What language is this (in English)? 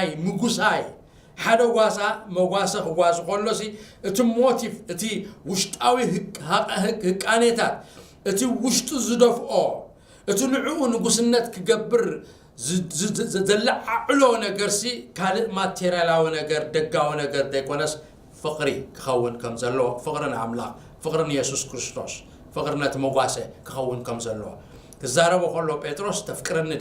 Tigrinya